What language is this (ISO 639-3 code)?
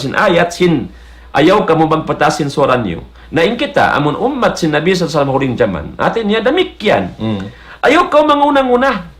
tsg